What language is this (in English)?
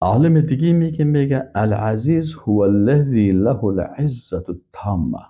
Persian